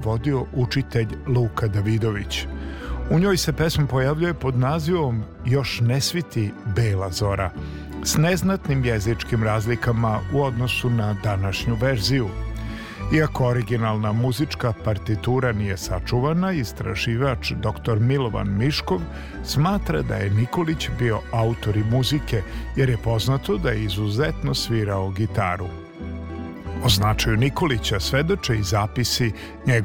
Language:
Serbian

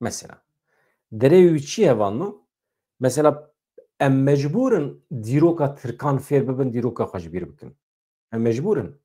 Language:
Kurdish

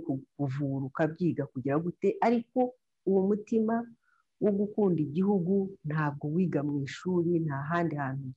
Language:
Kinyarwanda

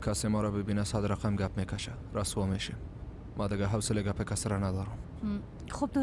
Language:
Persian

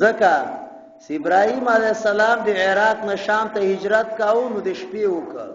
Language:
Pashto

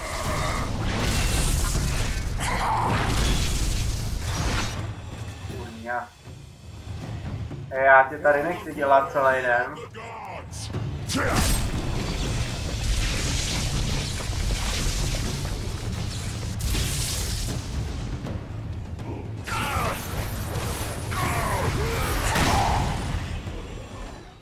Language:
Czech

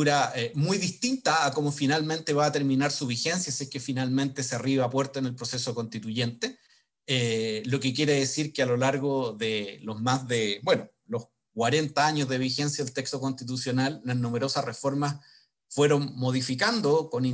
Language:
Spanish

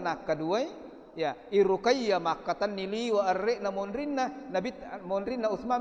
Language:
Buginese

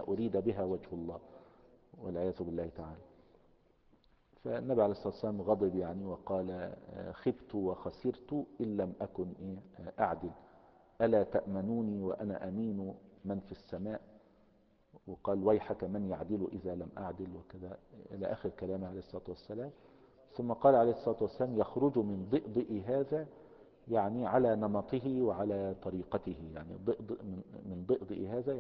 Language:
Arabic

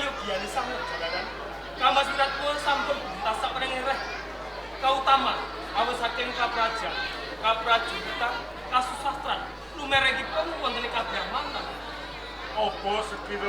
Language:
Javanese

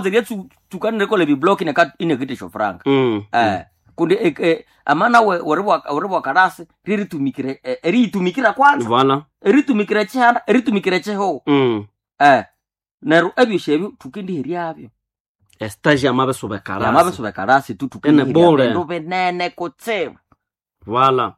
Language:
Nande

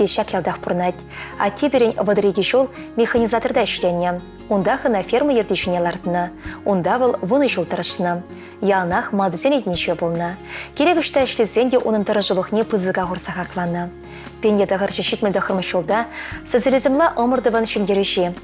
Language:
Chuvash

